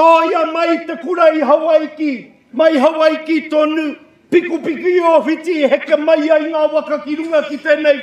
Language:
Māori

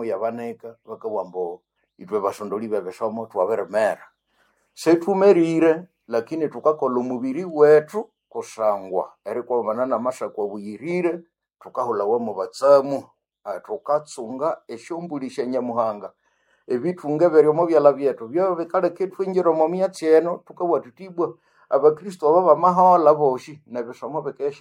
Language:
Nande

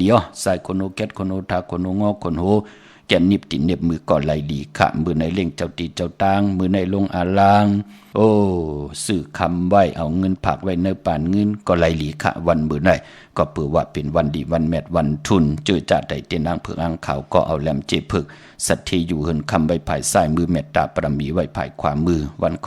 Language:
Shan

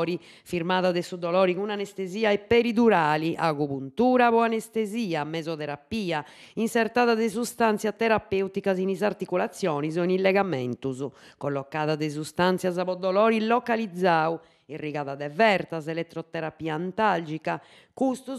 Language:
Sardinian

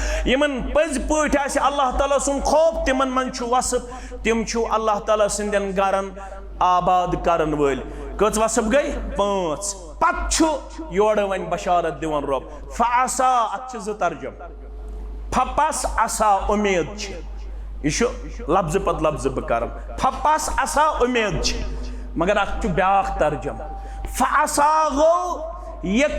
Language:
Kashmiri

